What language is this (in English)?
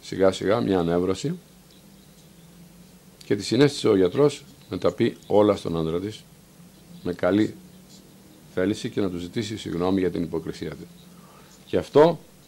Greek